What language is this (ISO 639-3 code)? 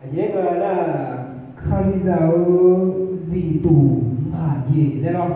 ahk